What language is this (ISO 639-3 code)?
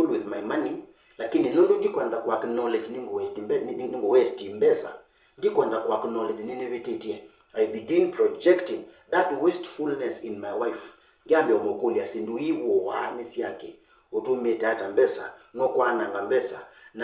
kam